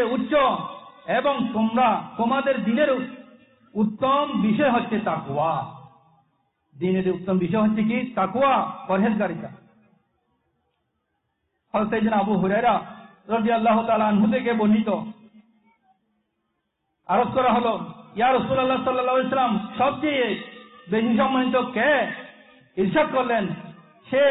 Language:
Bangla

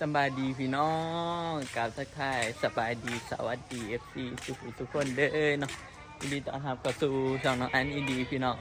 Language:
Northeastern Thai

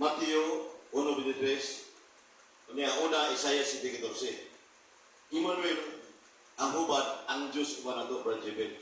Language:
Cebuano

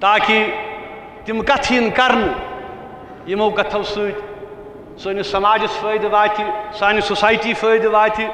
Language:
Kashmiri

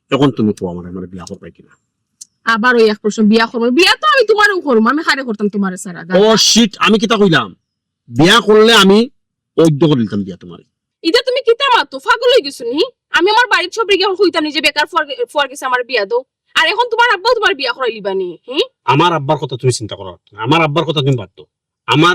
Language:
Sylheti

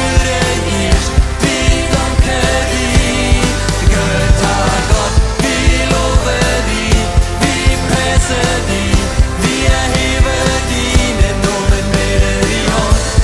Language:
Plautdietsch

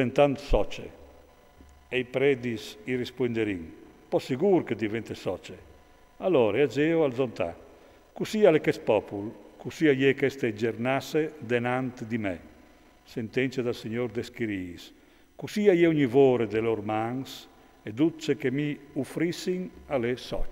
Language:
Friulian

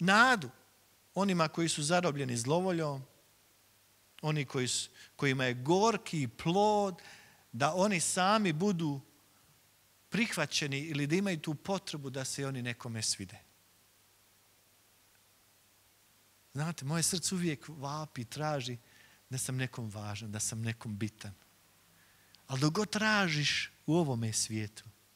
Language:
Croatian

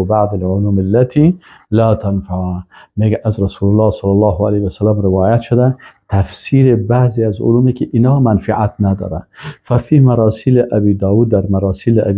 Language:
Persian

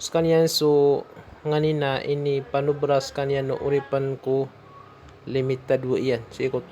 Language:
Maranao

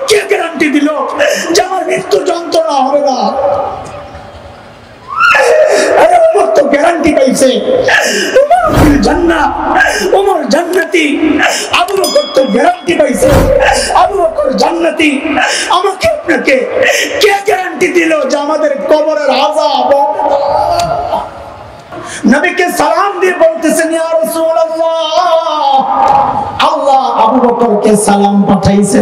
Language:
Bangla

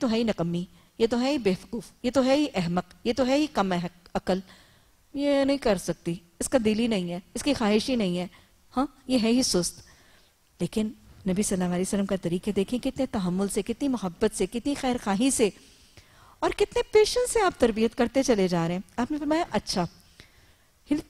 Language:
Urdu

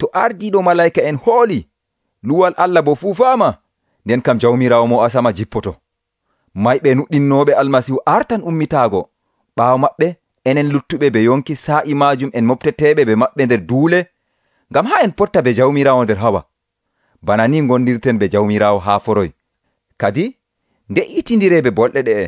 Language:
Nigerian Fulfulde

